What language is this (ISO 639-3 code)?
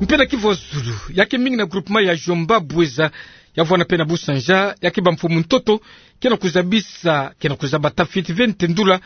ktu